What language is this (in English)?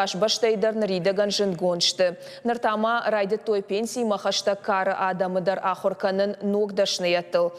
Ossetic